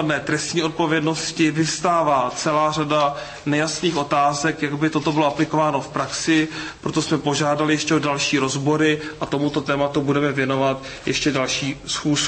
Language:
Czech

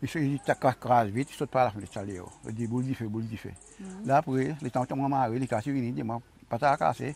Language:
Seselwa Creole French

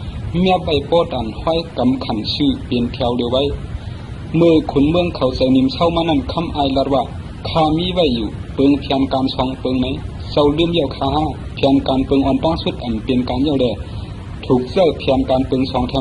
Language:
Shan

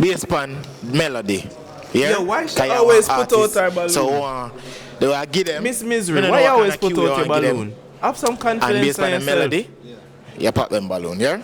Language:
Jamaican Creole English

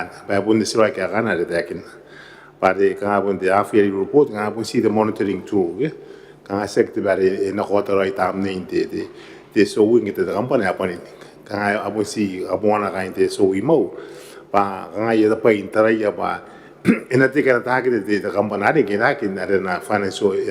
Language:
Gilbertese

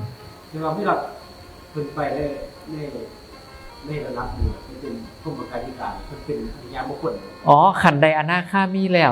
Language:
Northeastern Thai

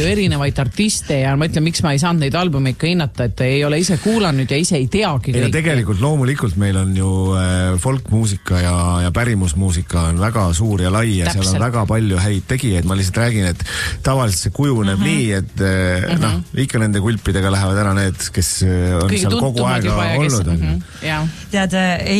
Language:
Estonian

